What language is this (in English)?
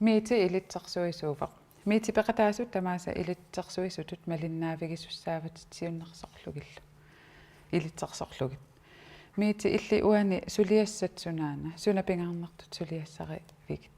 Kalaallisut